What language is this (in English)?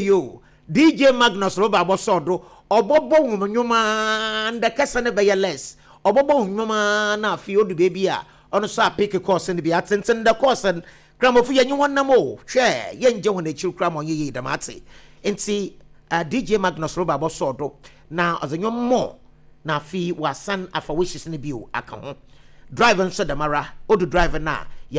Akan